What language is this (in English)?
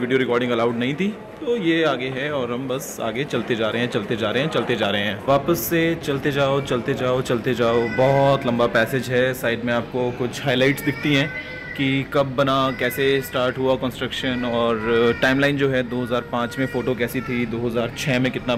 Hindi